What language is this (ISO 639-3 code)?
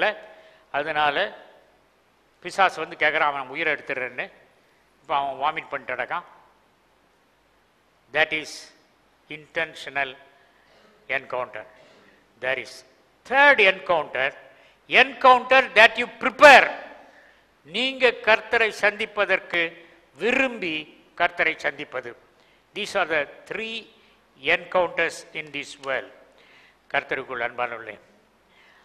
tam